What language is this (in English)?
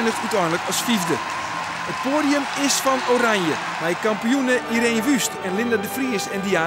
Western Frisian